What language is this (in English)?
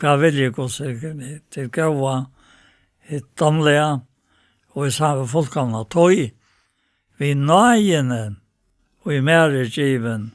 Faroese